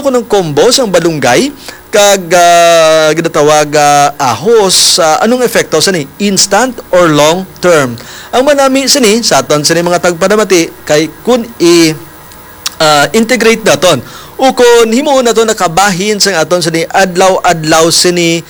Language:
Hiligaynon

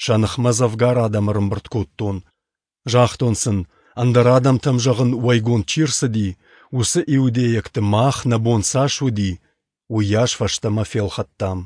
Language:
Ossetic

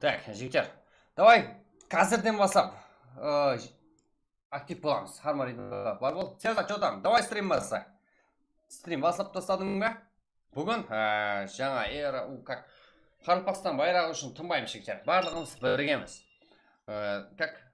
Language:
Kara-Kalpak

